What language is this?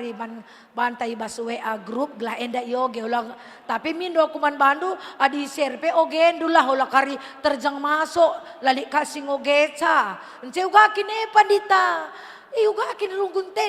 Batak Karo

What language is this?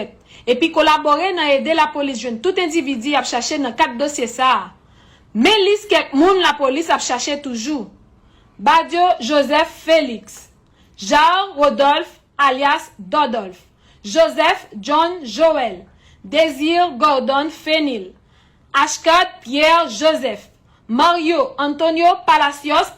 Haitian Creole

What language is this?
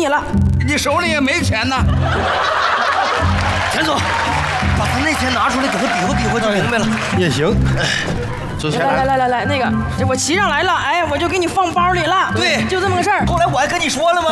Chinese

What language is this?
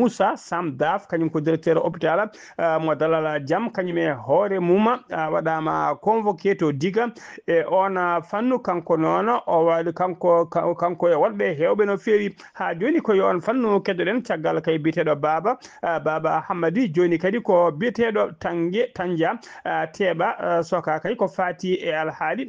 Fula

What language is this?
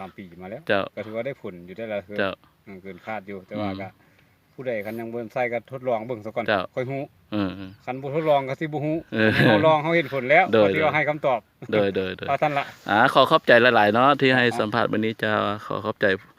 Lao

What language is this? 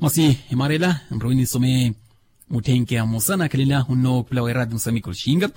Makhuwa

